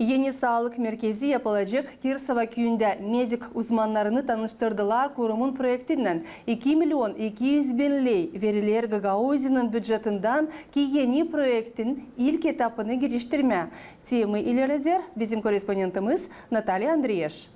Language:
Gagauz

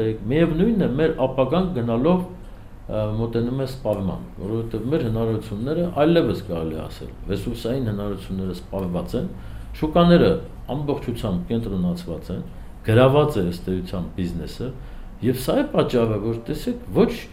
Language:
Armenian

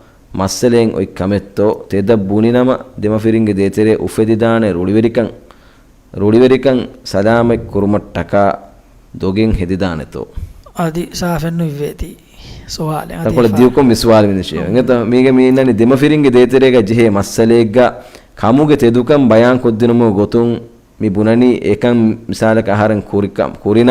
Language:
Divehi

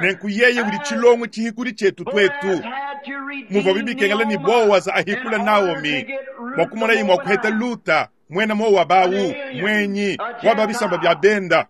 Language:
Luba-Lulua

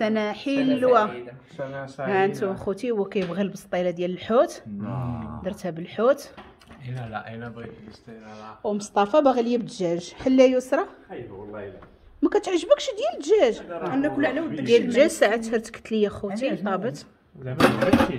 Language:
Moroccan Arabic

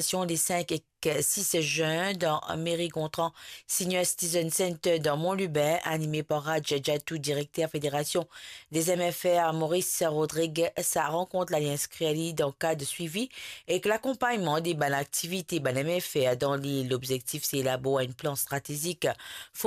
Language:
Morisyen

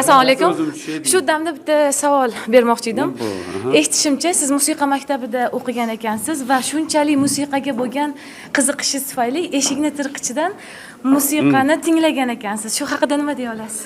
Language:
Uzbek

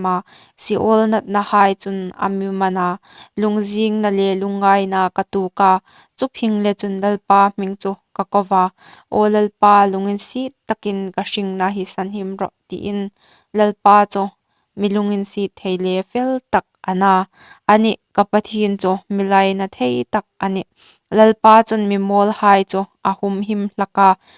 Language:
Hmar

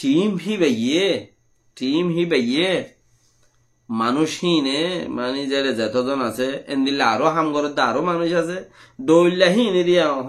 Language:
Rohingya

